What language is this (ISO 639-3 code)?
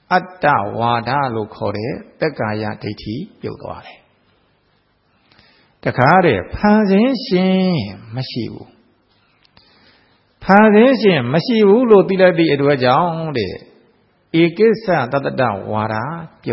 mya